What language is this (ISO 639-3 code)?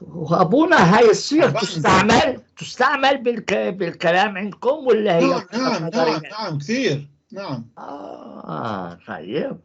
apc